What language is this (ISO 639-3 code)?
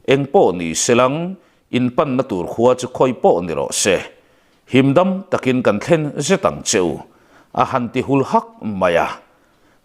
lus